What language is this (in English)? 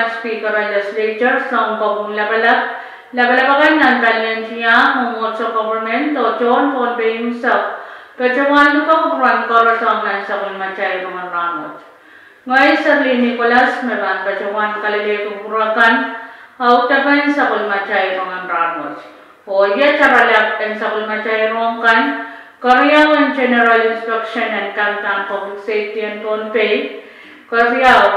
Pohnpeian